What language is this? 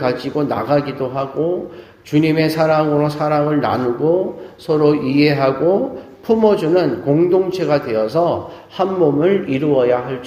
Korean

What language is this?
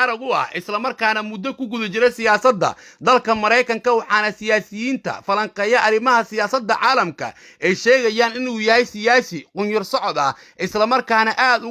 Somali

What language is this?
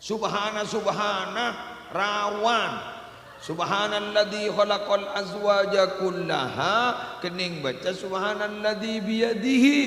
Madurese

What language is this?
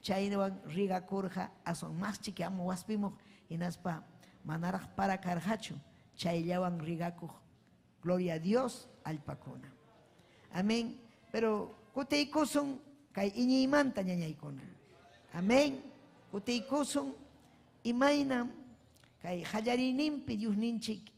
Ayacucho Quechua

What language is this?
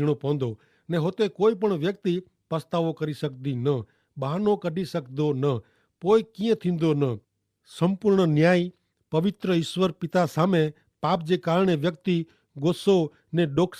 Kachhi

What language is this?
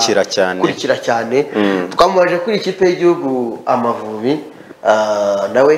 Kinyarwanda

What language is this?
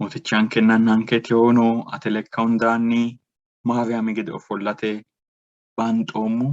Sidamo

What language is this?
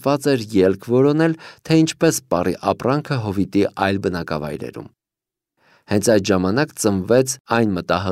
Armenian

